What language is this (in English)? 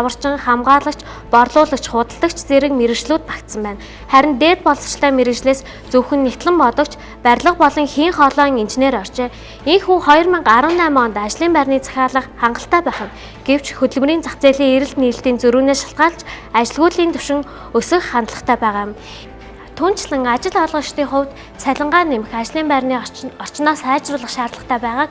Mongolian